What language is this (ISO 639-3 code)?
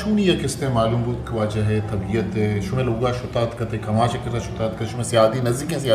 bgp